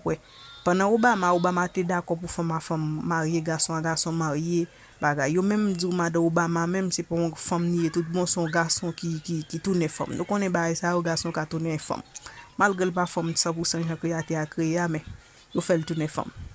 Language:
Haitian Creole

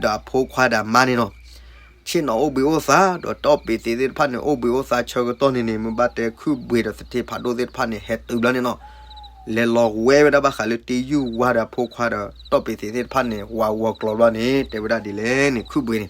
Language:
S'gaw Karen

